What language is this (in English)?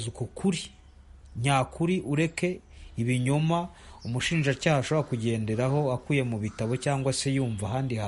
Kinyarwanda